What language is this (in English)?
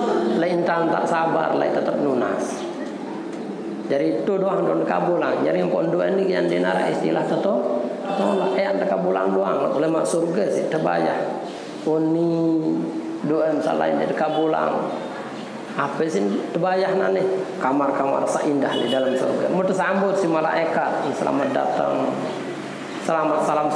Sasak